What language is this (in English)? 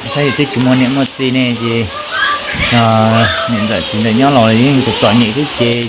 Hmong